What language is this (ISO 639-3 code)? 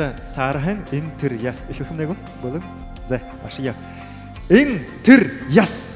bua